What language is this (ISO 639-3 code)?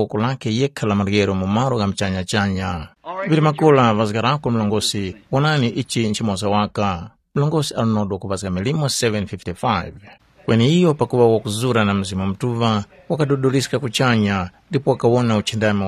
tum